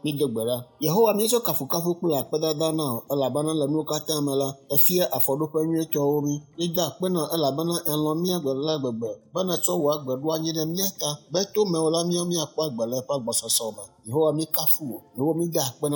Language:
Ewe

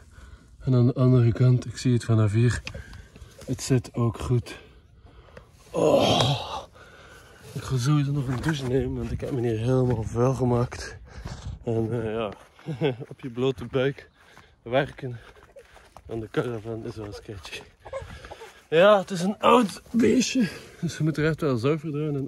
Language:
Dutch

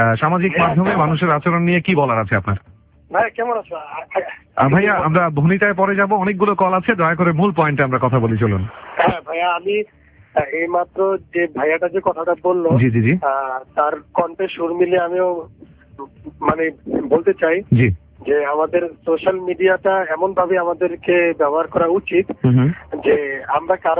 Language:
Bangla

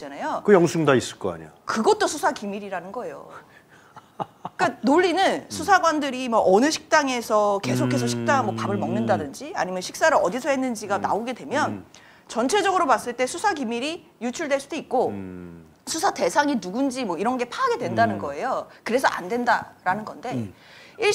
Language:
Korean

